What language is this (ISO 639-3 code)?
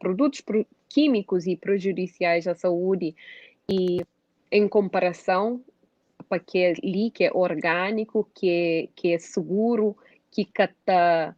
kea